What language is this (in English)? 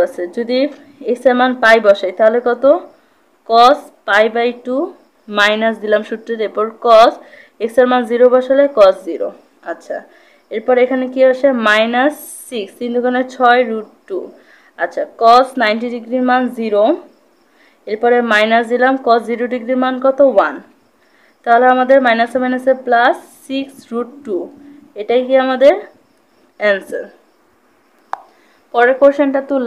Bangla